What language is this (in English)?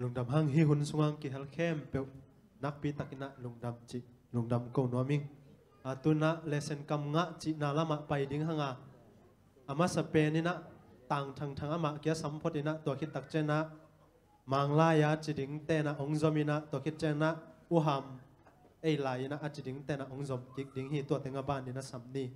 Tedim Chin